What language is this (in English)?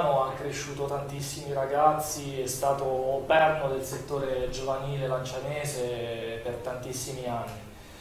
Italian